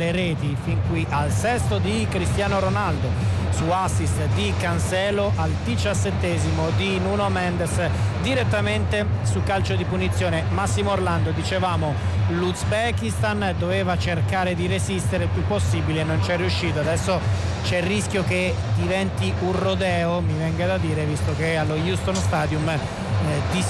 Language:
Italian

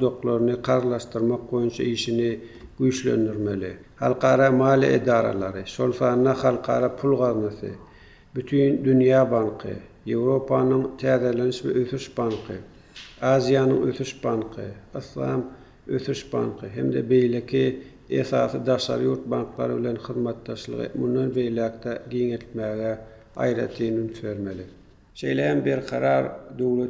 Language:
Turkmen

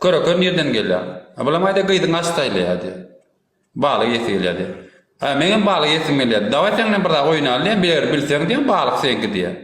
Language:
Turkmen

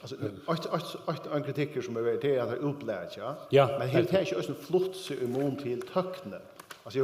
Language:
Faroese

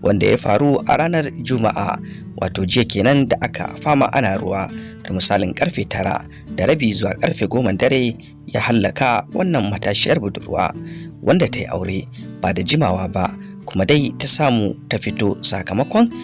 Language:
Hausa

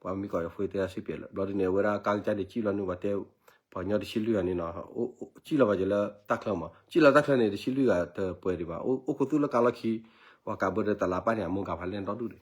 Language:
S'gaw Karen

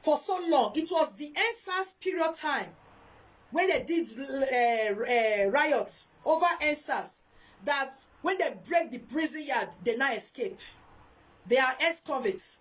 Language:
Nigerian Pidgin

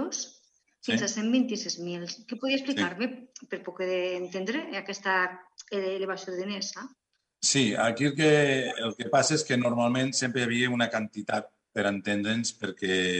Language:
Catalan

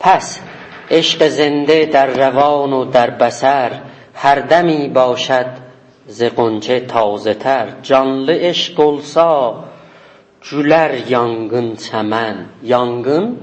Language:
South Azerbaijani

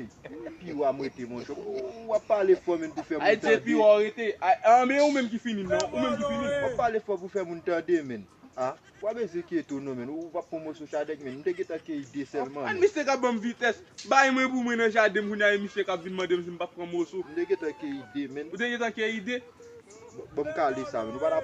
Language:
Haitian Creole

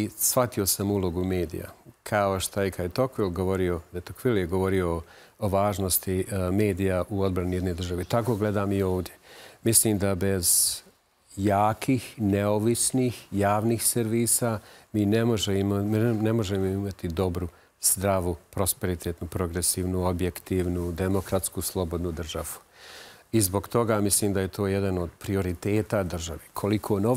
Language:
Bosnian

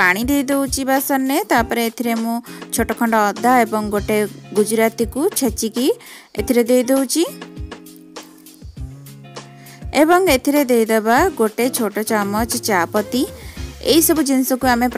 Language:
Odia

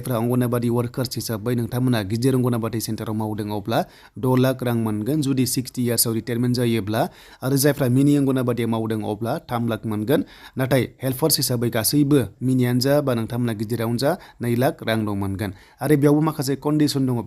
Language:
Bodo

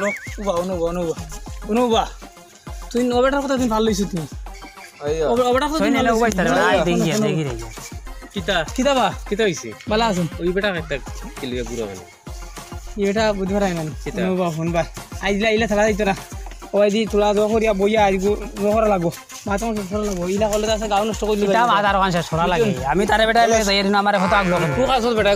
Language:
Sylheti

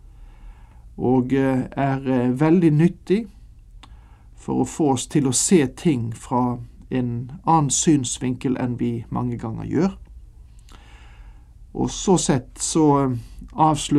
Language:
Norwegian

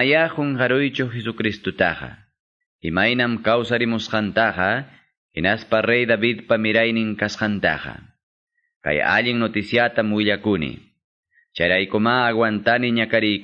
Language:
Quechua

